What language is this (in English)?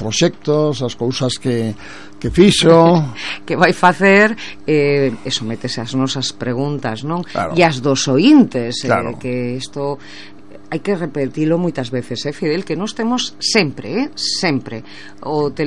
Galician